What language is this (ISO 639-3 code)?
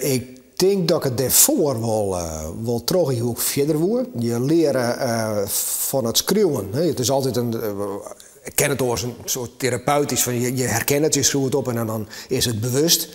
fry